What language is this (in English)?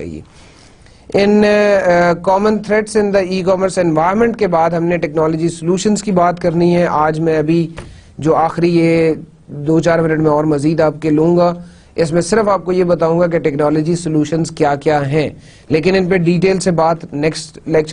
Urdu